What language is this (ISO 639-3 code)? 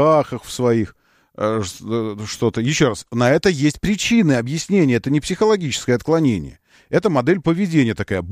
rus